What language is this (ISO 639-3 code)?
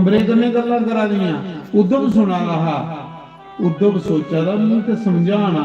doi